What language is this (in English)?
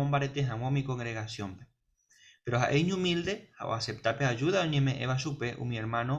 Guarani